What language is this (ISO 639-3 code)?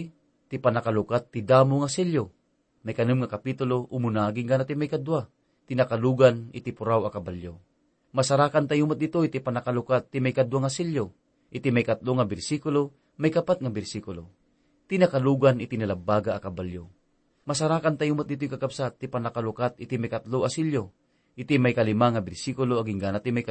ilo